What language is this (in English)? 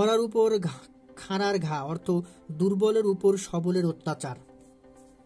Bangla